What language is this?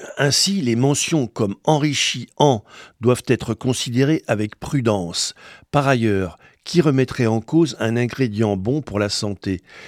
French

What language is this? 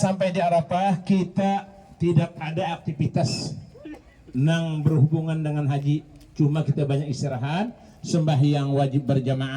Banjar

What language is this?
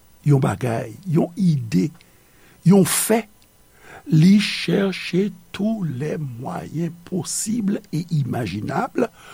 Haitian Creole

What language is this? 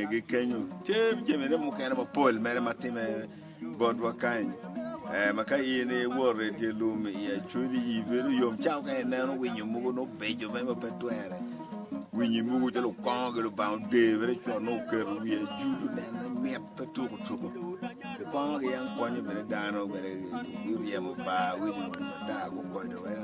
Acoli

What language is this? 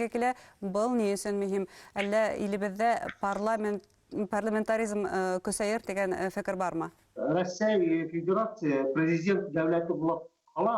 Bashkir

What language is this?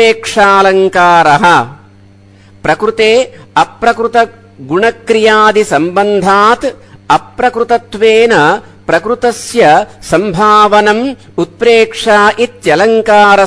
Sanskrit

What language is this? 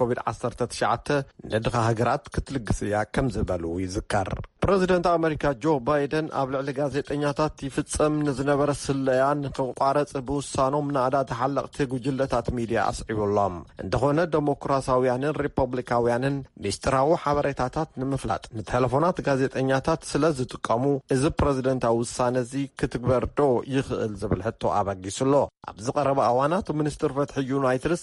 Tigrinya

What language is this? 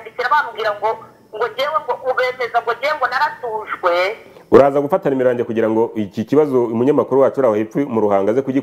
Kinyarwanda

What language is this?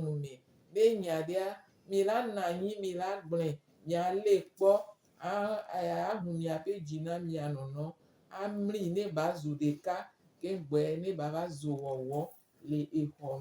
Gen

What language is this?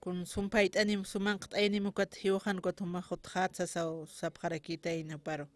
Aymara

